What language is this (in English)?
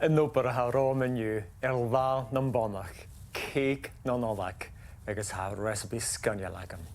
Scottish Gaelic